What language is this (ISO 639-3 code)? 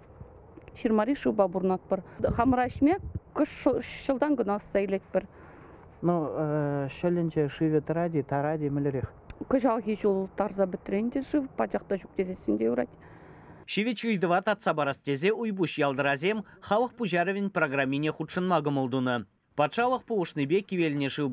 chv